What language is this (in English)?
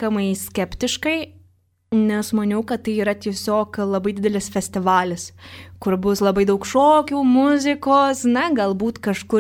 Lithuanian